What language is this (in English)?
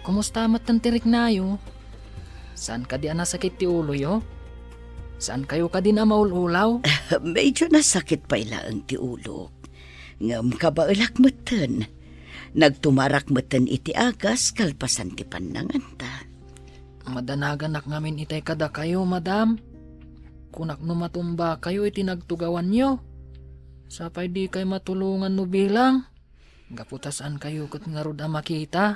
Iloko